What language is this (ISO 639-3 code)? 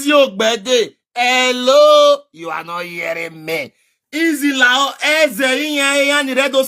pcm